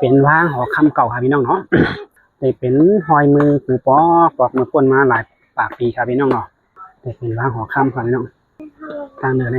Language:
Shan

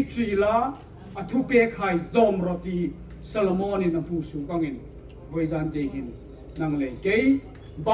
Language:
Hmar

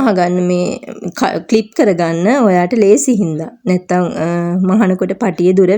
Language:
Sinhala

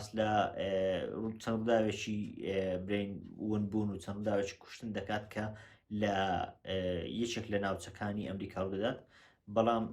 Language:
Central Kurdish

